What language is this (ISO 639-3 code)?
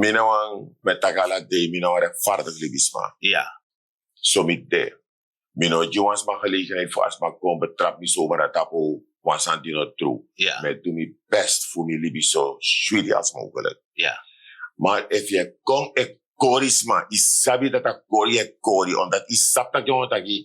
srn